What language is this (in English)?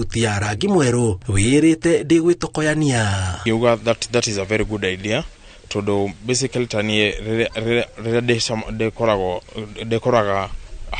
Kikuyu